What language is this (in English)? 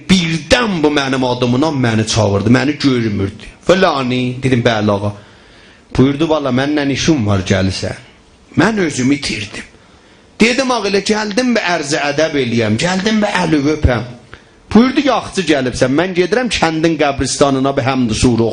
South Azerbaijani